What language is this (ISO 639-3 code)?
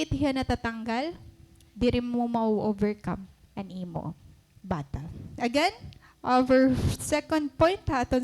war